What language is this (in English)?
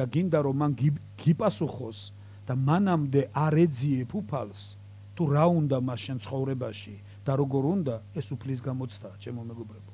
Georgian